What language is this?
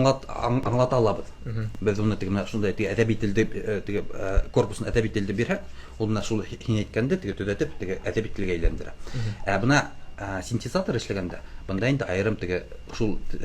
Bashkir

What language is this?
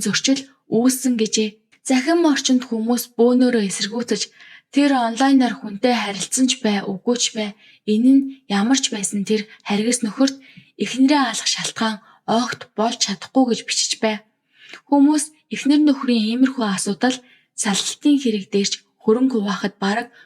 Mongolian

